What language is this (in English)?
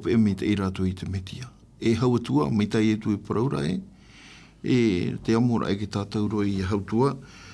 Tahitian